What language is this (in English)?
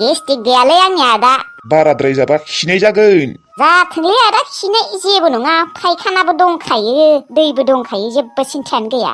Bodo